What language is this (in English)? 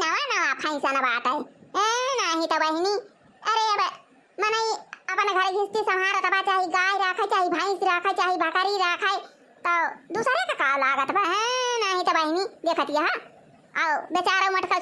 Awadhi